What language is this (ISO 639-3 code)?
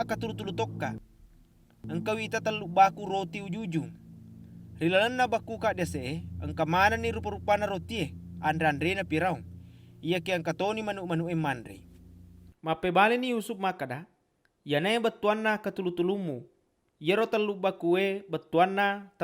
bug